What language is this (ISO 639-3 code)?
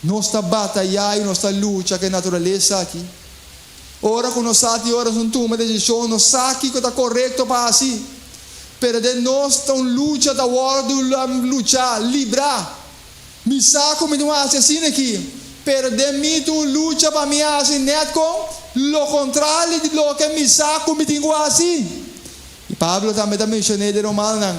pap